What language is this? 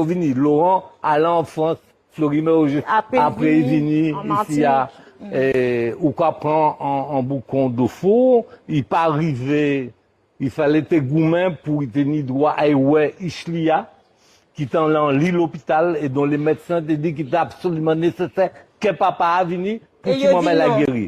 Guadeloupean Creole French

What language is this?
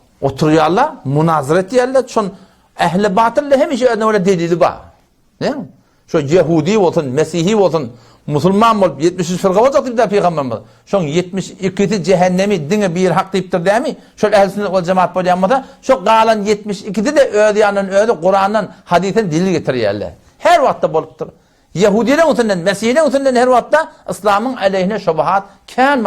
Turkmen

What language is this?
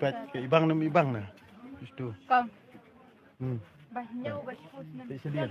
Khasi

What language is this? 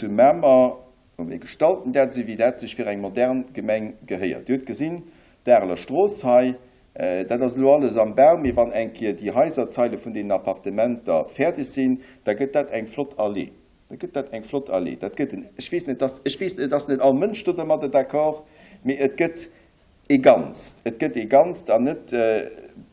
Luxembourgish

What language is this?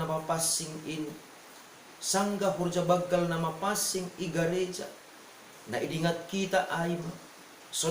Batak Simalungun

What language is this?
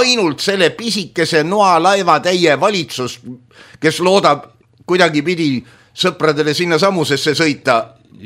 Estonian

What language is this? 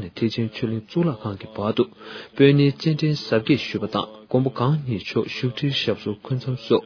Tibetan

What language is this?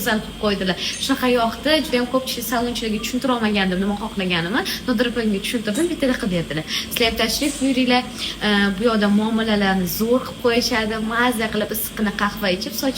Uzbek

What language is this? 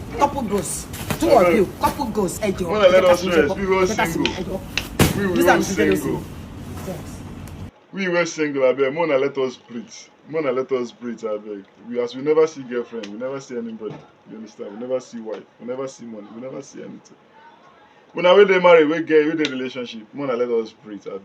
Nigerian Pidgin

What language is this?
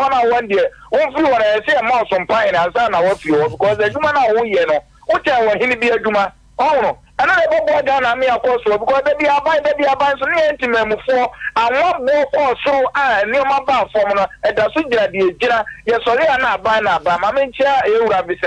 Akan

